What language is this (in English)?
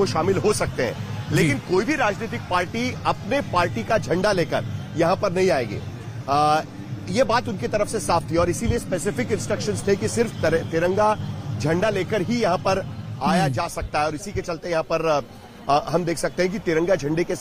Hindi